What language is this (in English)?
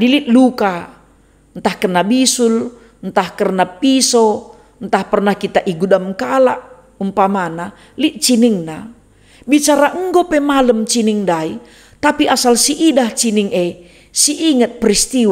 Batak Karo